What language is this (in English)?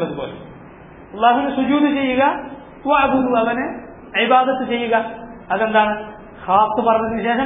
Malayalam